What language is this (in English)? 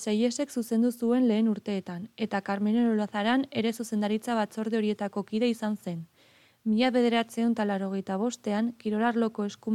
Basque